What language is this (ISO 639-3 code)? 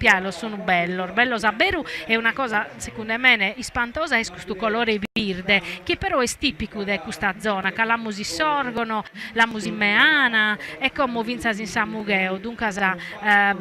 srd